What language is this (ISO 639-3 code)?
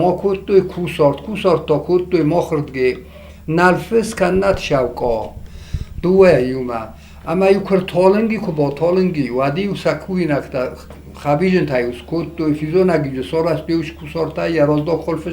oss